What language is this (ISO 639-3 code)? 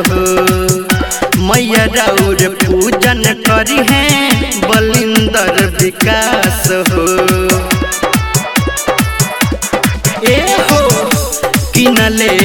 bho